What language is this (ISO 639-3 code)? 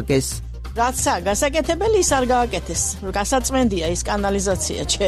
kat